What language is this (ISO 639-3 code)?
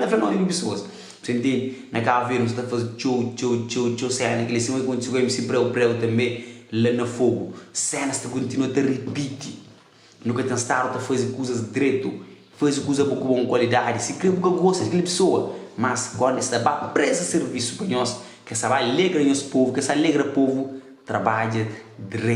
kea